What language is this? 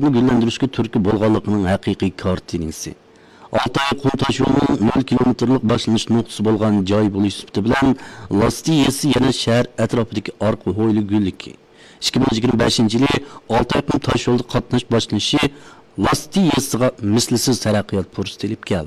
Uyghur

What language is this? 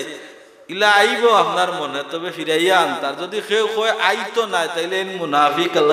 Sylheti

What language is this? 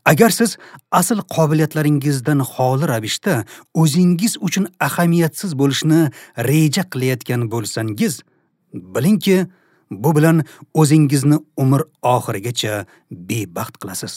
Uzbek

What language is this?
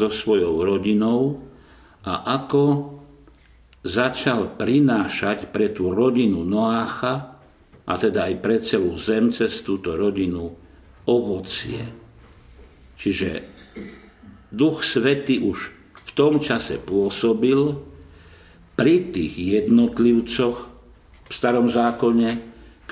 Slovak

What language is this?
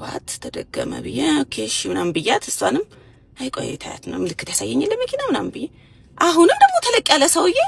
Amharic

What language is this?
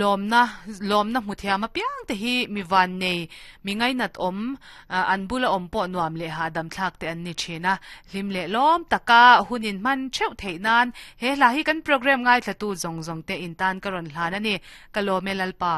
Mizo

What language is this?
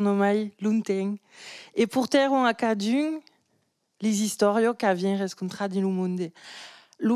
Occitan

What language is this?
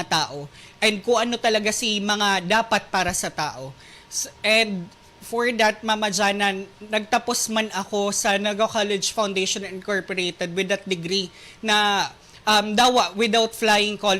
Bikol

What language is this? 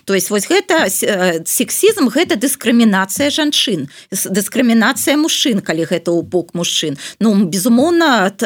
Belarusian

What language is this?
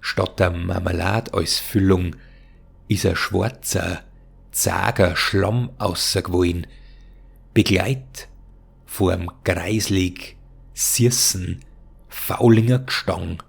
Bavarian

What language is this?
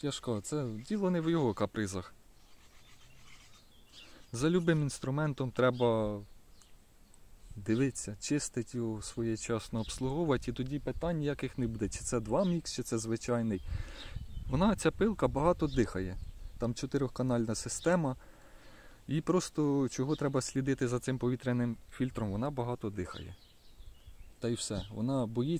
Ukrainian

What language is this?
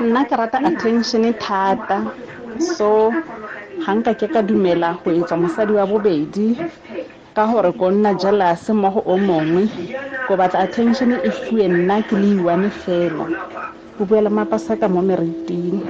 Tswana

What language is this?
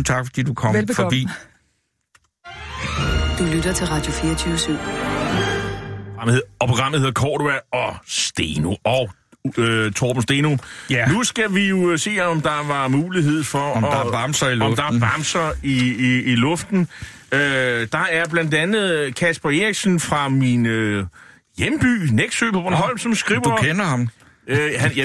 Danish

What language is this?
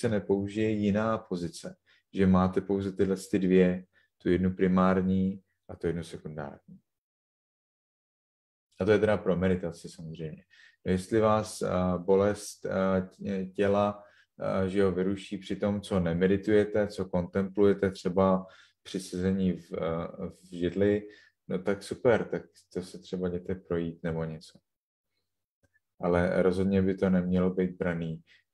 Czech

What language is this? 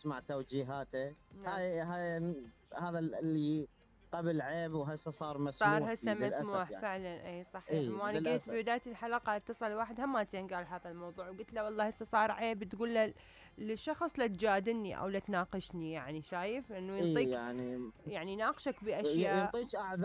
Mesopotamian Arabic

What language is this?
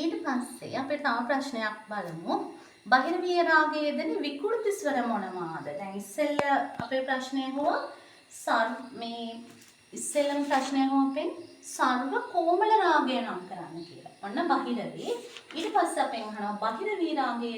Sinhala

